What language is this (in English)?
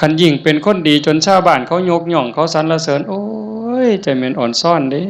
Northeastern Thai